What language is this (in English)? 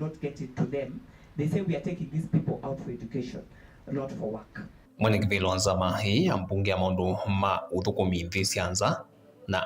Kamba